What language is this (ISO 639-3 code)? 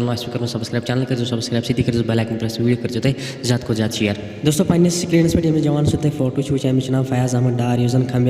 kas